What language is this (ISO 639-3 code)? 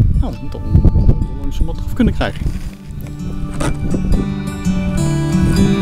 nld